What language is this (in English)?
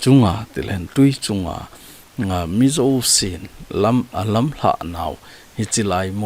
Thado Chin